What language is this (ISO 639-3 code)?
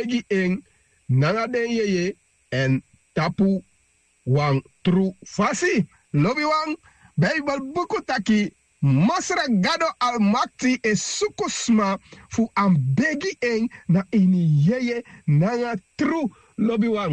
srn